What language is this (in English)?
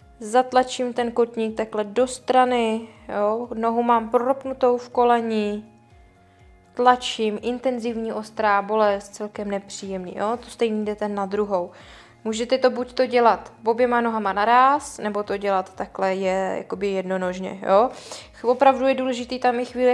Czech